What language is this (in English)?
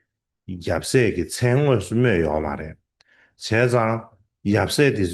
Tibetan